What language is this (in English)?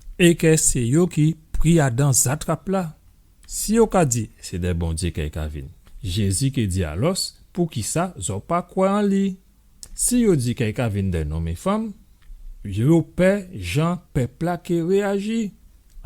Guadeloupean Creole French